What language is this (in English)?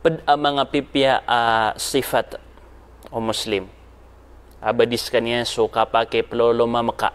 Maranao